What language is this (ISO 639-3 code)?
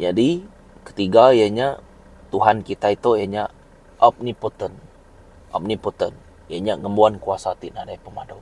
iba